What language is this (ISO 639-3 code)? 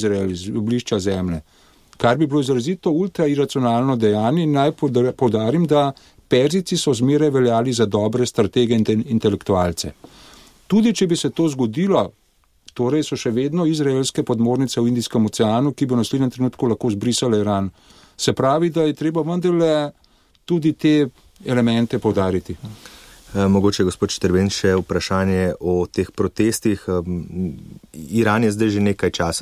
slv